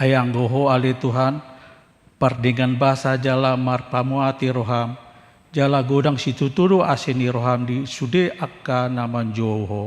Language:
Batak Toba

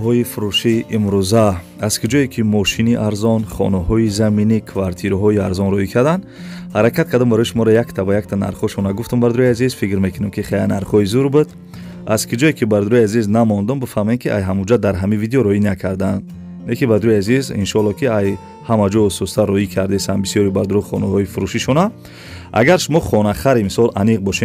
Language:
Tajik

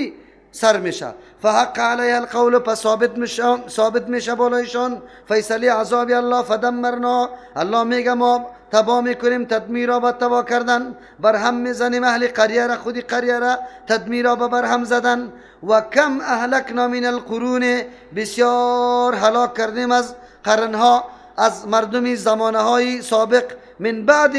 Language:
Persian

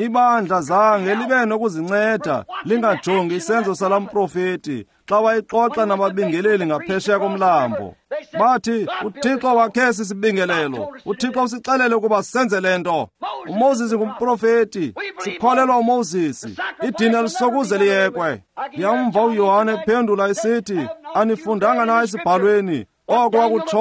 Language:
Xhosa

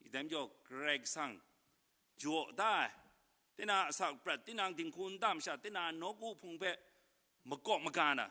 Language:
Kachin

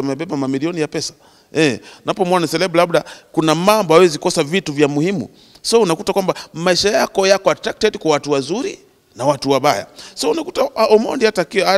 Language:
Swahili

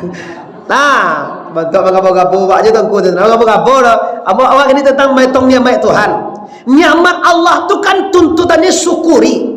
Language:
Minangkabau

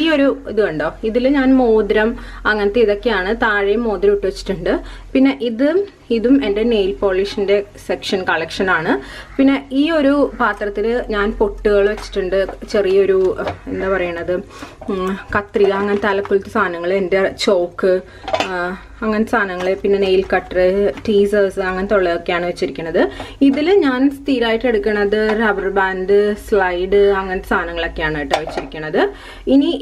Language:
Malayalam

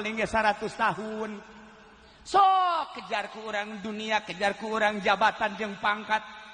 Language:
Sundanese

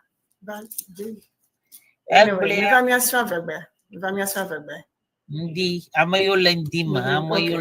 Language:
Ewe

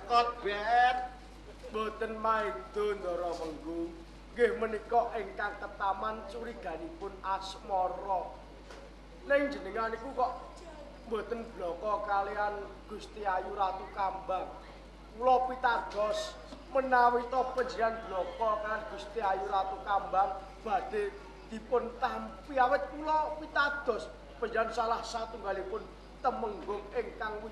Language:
Javanese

